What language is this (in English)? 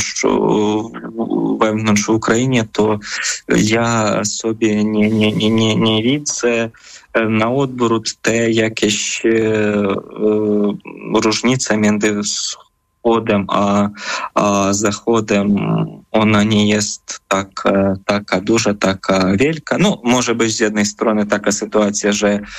Polish